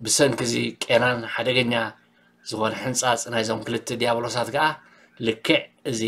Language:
Tigrinya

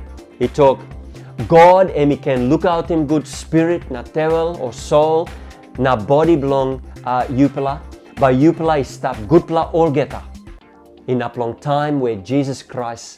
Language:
Tok Pisin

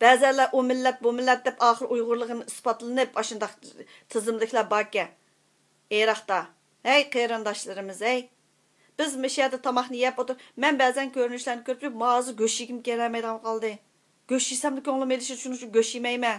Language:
Uyghur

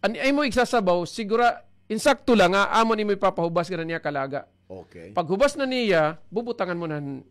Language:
Waray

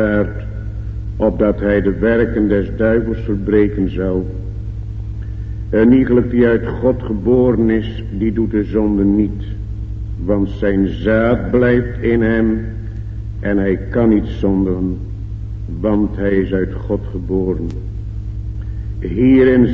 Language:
Dutch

